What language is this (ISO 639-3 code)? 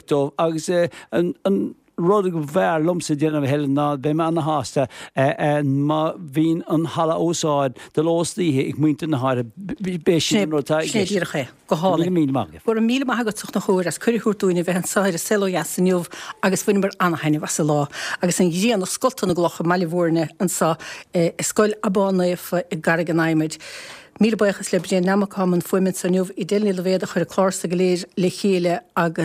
gle